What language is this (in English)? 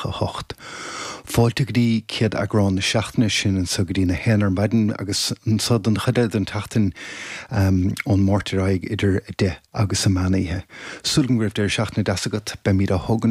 Irish